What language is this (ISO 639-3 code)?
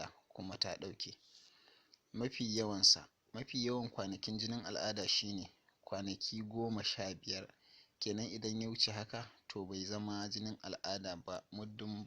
hau